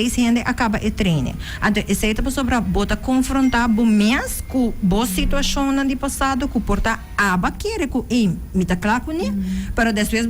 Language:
Papiamento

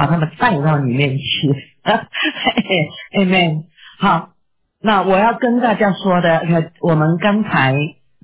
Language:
Chinese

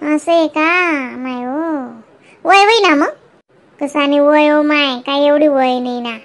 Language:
Khandesi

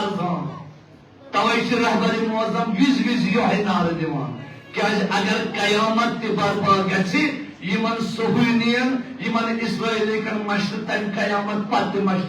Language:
Kashmiri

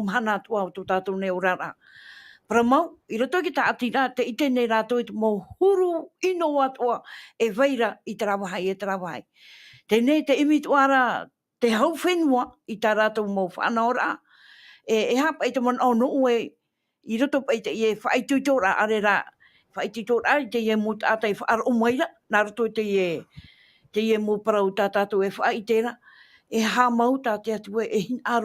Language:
Tahitian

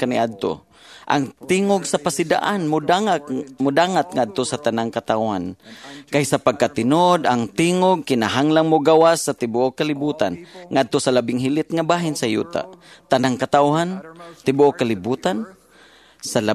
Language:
Cebuano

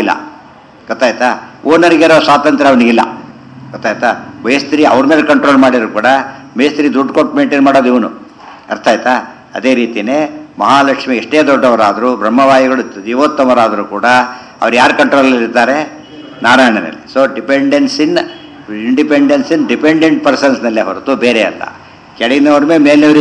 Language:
Kannada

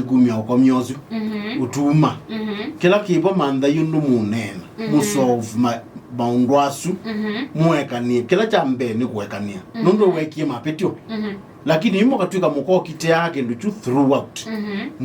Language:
Kamba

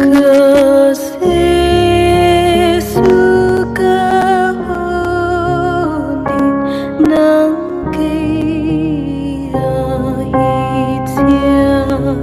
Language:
Paite Chin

